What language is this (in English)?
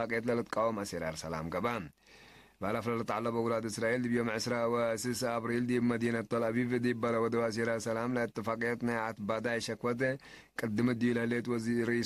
Tigre